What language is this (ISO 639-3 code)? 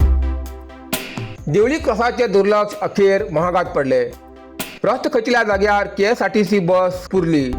kok